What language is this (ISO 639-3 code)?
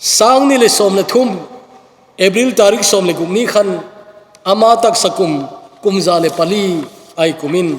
tcz